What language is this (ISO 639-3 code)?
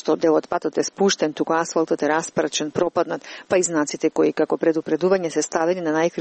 mkd